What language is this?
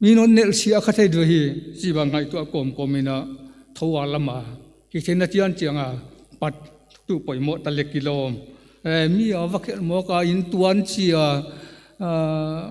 Paite Chin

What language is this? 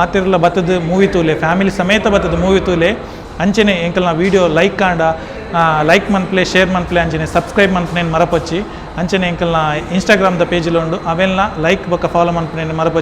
Tulu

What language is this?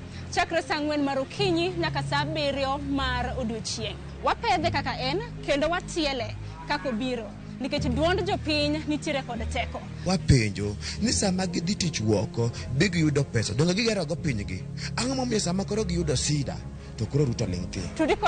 Luo (Kenya and Tanzania)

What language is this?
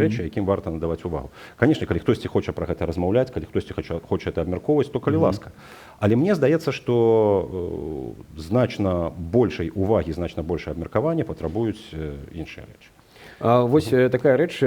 Belarusian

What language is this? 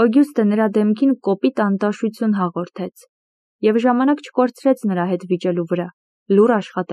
Armenian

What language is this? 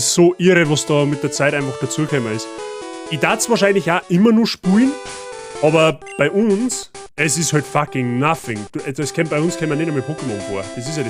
Bavarian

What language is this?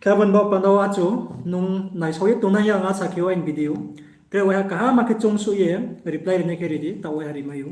Riang (India)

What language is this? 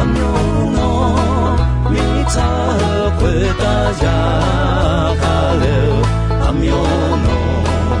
Akha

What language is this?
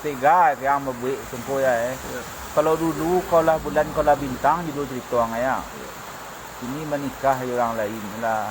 Minangkabau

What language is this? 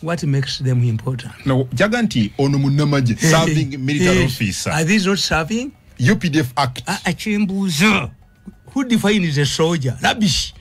Ganda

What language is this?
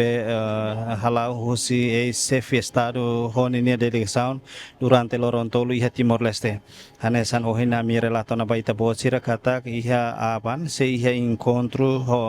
Tetum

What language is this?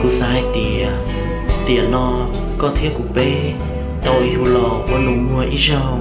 Hmong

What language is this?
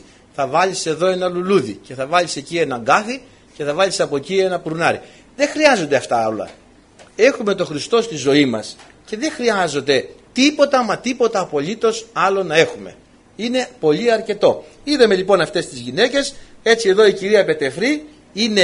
Greek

